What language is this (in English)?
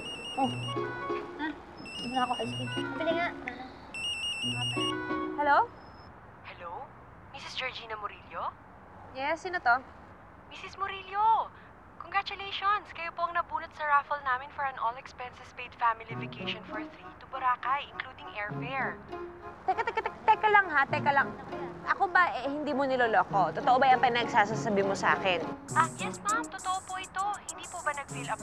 Filipino